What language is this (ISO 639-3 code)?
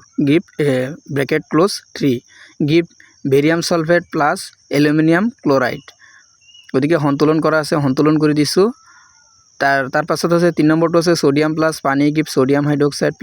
asm